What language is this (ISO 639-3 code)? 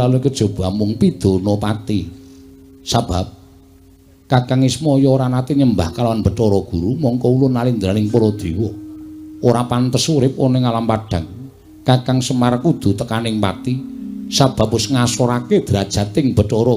jav